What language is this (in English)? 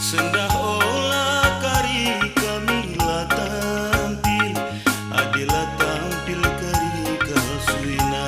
Batak Karo